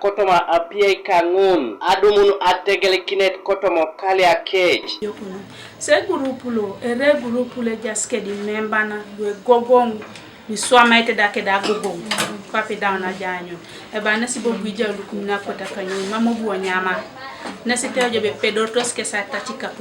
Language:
Teso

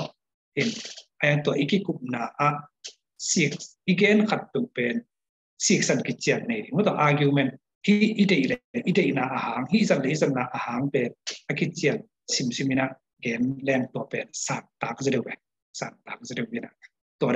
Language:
Tedim Chin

